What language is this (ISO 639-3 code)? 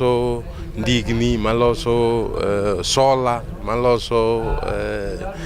luo